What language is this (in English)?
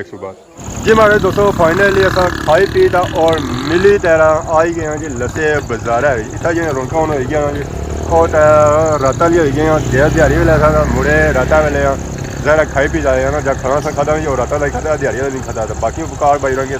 Pahari-Potwari